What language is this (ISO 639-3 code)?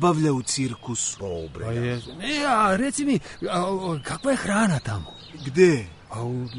srp